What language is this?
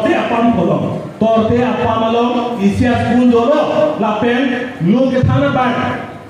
Karbi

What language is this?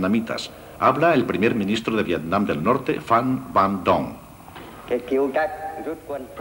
Spanish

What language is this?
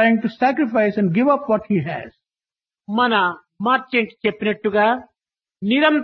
Telugu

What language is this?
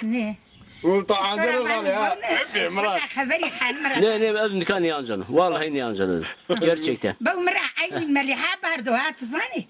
Zaza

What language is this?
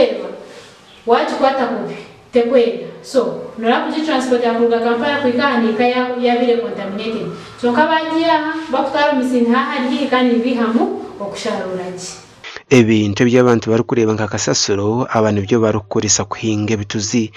Nyankole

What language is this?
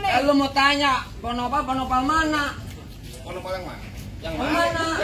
Betawi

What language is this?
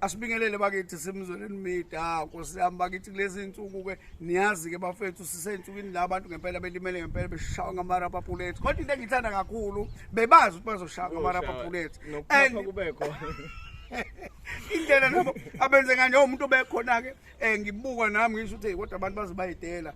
Zulu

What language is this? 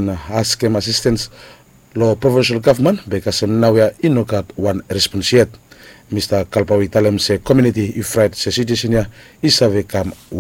Bislama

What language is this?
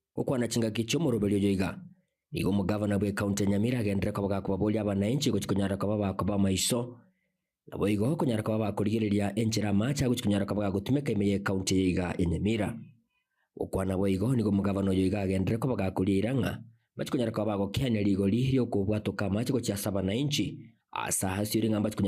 Gusii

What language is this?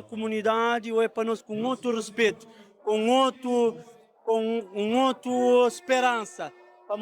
Kabuverdianu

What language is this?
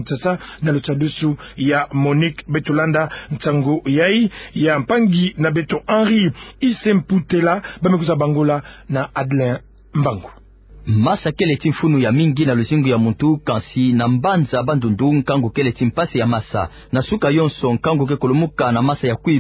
Kituba (Democratic Republic of Congo)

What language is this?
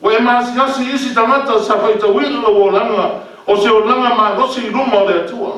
Samoan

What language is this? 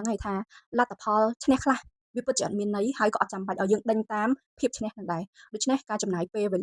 Khmer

